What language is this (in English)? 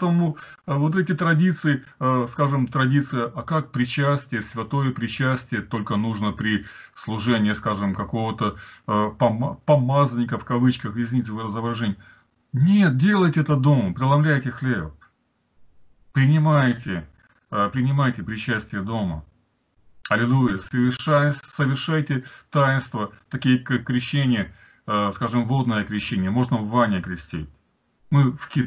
Russian